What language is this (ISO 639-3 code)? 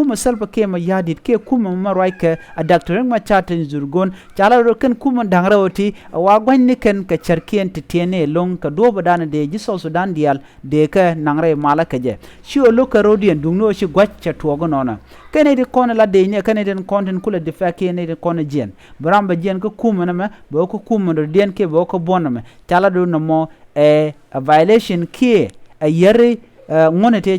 nus